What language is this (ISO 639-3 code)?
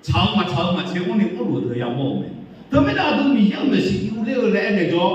ahk